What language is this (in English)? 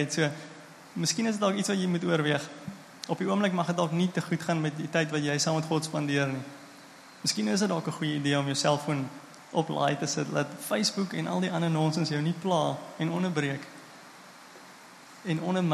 Afrikaans